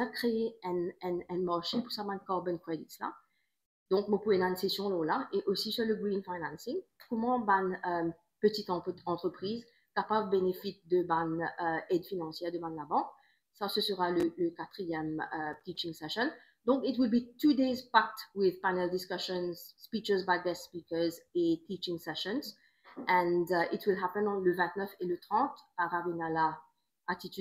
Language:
Morisyen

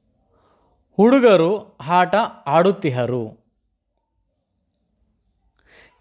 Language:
Kannada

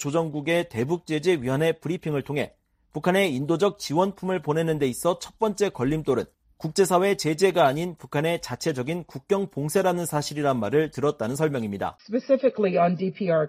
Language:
Korean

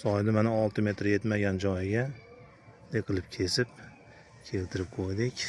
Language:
Uzbek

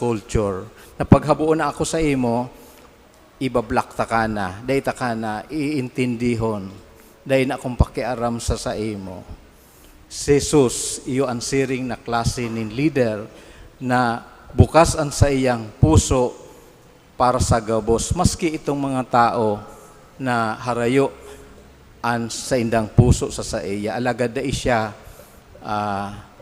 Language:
Bikol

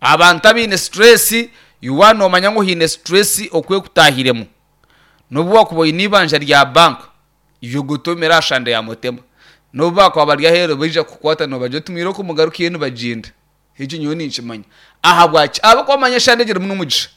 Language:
Nyankole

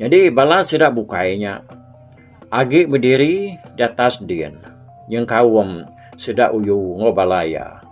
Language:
Iban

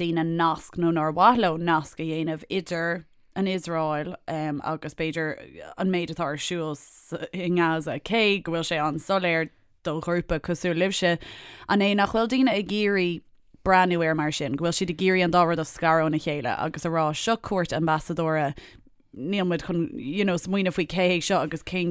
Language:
Irish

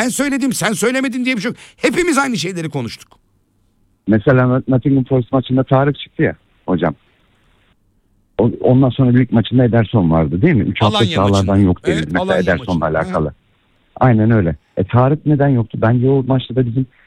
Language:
Turkish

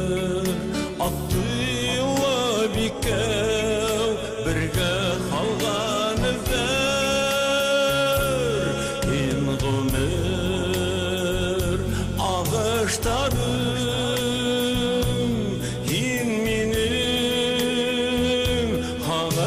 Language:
Bashkir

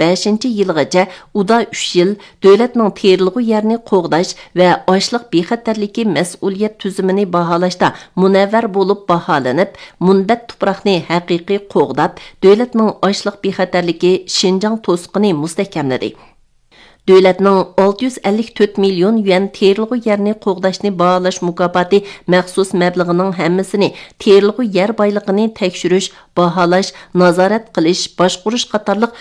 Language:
Uyghur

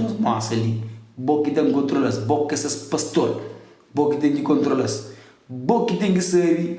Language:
Kabuverdianu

